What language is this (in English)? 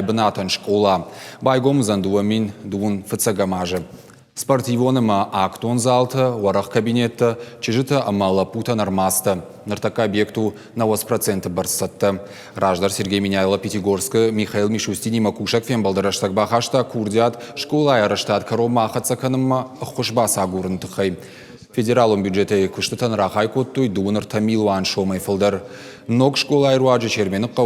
Ossetic